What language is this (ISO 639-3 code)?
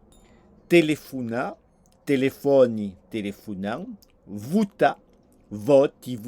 oci